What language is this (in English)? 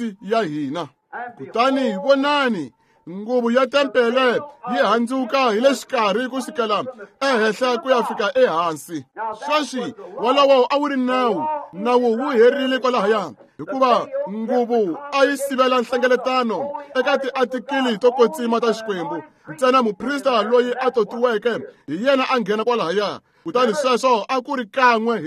Tsonga